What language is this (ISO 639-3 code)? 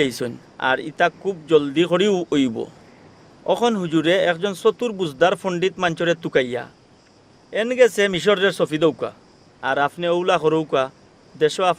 syl